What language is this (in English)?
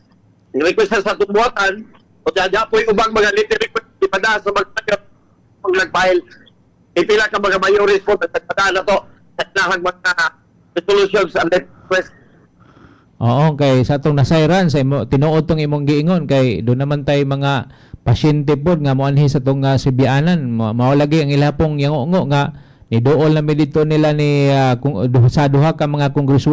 Cebuano